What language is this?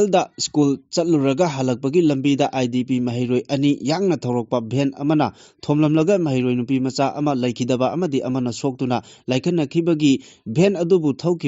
Manipuri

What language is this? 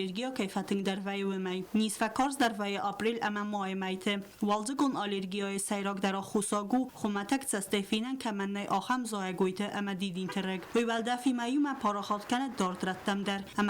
Ossetic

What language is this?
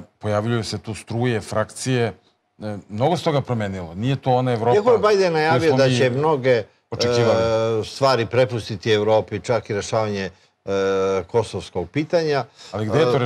Serbian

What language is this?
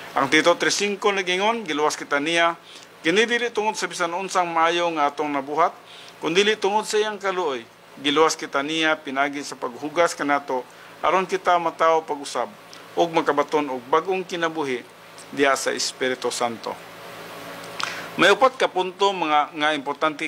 Cebuano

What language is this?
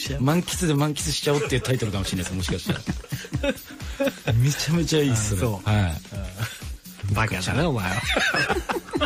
Japanese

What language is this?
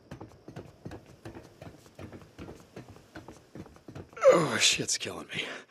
English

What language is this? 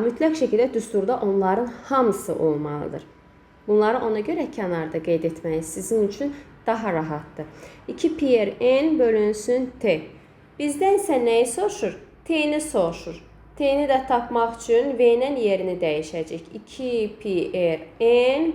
Azerbaijani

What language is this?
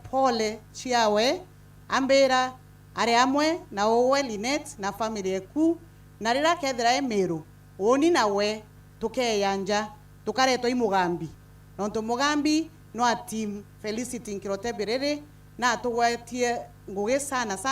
Meru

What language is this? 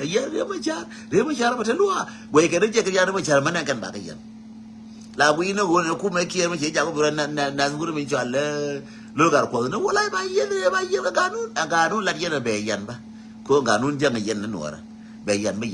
Nuer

